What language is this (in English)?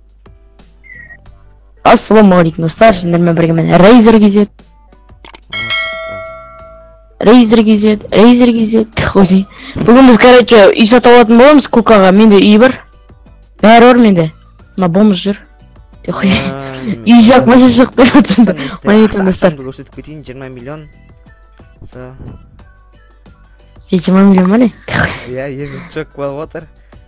Kazakh